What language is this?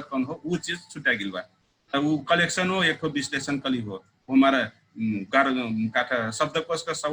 Dangaura Tharu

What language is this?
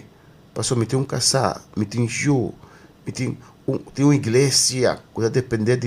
Papiamento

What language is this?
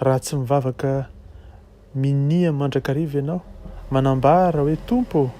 Malagasy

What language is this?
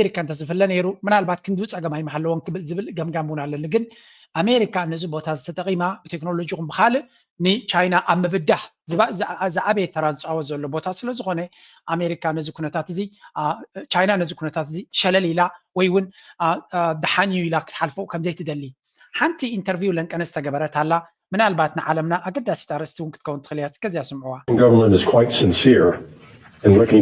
Tigrinya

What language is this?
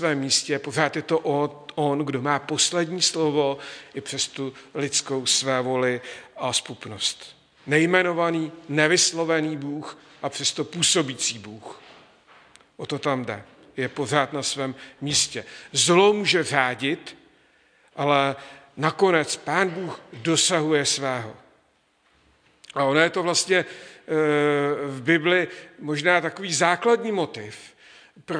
Czech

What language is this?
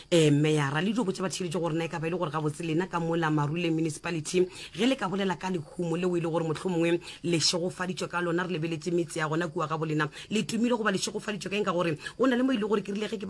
Northern Sotho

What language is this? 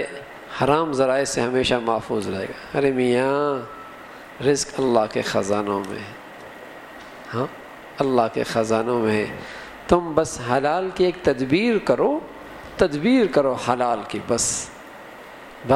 Urdu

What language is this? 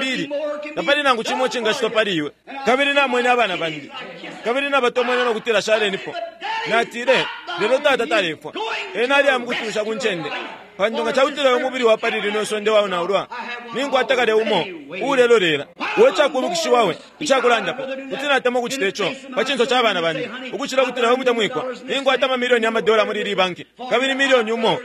Bemba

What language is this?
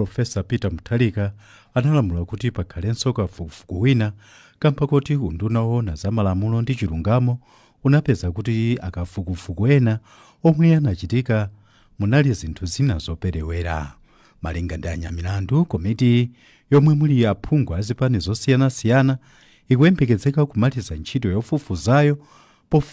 Nyanja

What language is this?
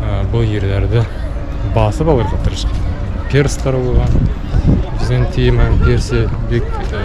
Bashkir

